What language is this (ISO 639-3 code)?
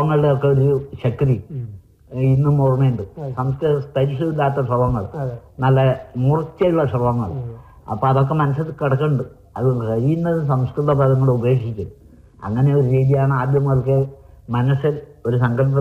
mal